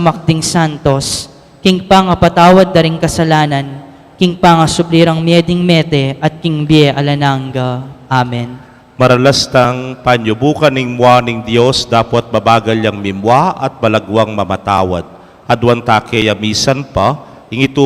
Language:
Pampanga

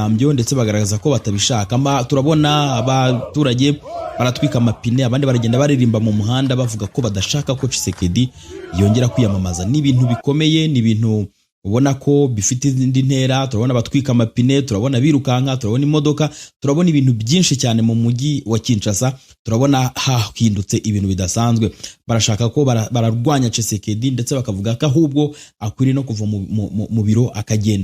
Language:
Kinyarwanda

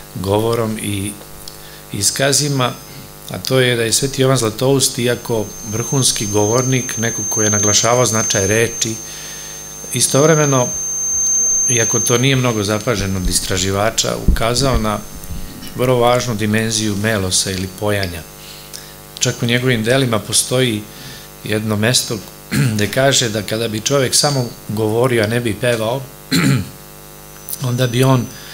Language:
Serbian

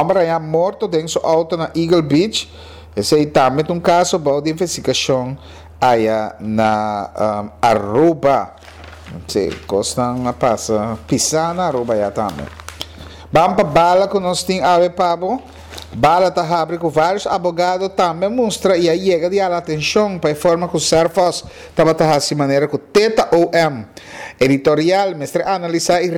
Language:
Papiamento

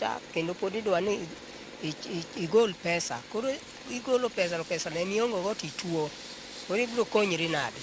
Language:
Luo (Kenya and Tanzania)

